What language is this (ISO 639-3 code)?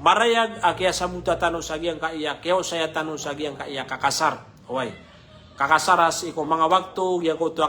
mrw